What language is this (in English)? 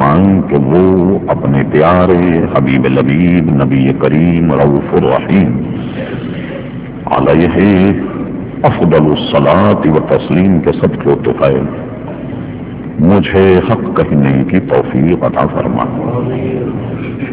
Urdu